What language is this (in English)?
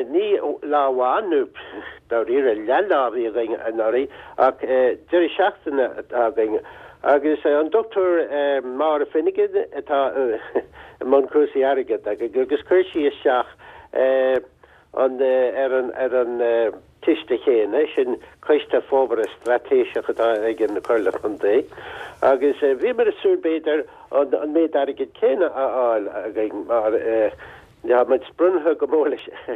Irish